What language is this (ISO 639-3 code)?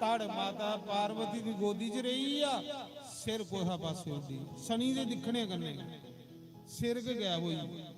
doi